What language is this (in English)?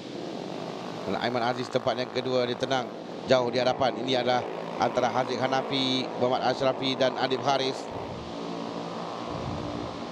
Malay